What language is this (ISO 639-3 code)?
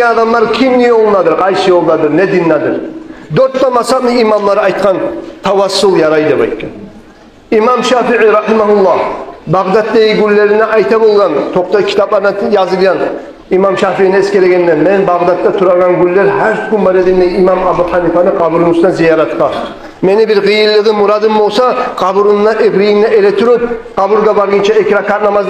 kum